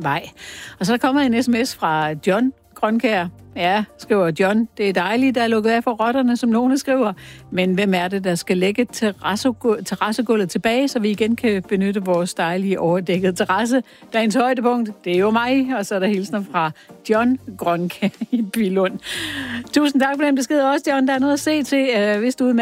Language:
Danish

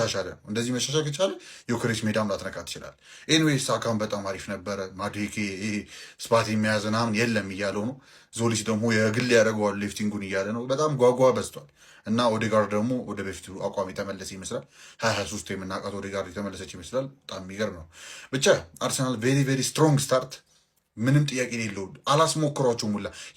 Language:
Amharic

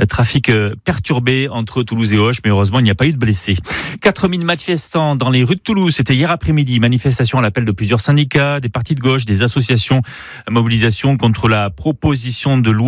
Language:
French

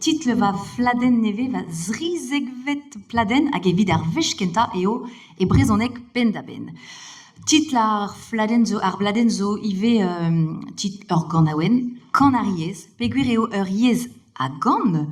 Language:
Breton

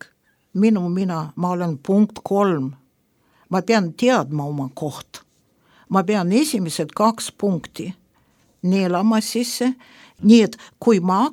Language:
Estonian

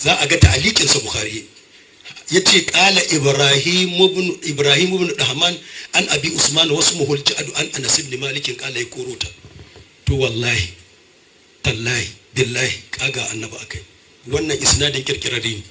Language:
Hausa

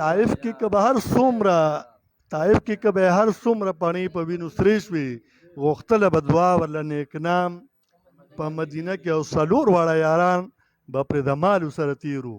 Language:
Pashto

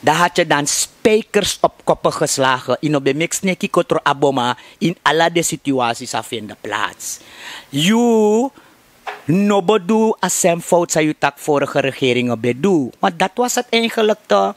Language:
Sranan Tongo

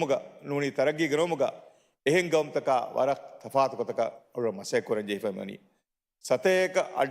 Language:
Divehi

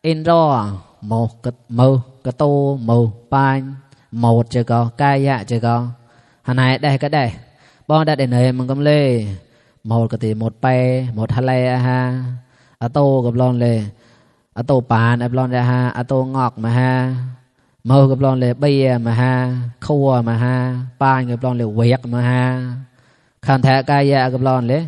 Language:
Mon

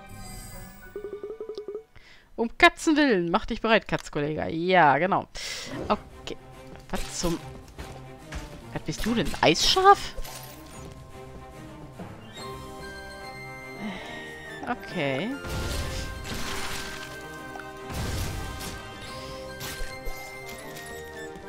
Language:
German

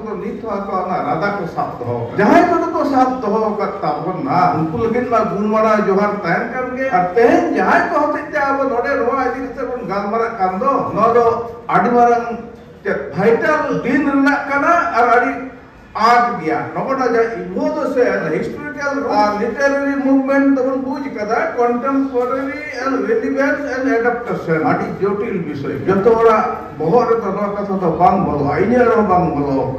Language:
Santali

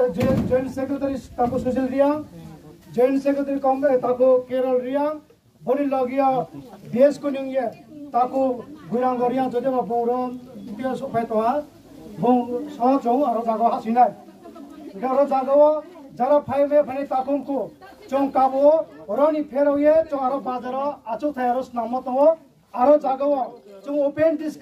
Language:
Riang (India)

